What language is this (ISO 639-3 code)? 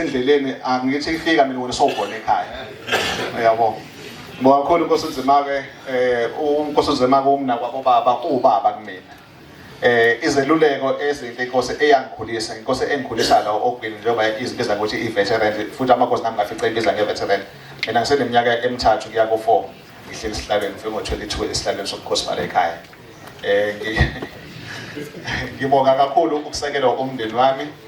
zul